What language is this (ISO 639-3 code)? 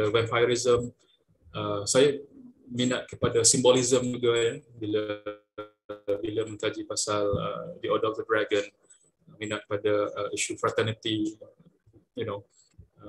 msa